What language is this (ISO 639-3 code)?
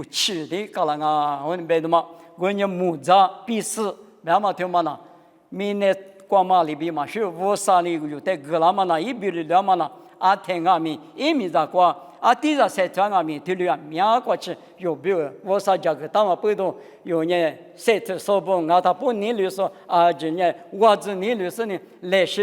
lis